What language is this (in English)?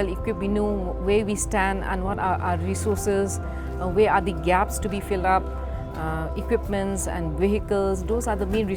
Khasi